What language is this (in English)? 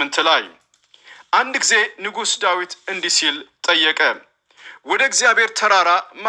Amharic